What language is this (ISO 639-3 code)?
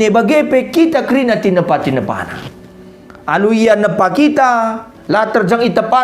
btx